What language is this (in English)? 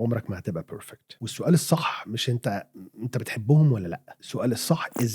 Egyptian Arabic